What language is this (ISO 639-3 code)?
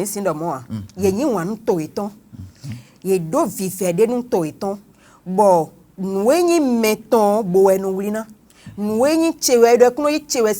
fon